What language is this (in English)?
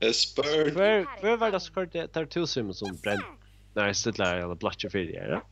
Faroese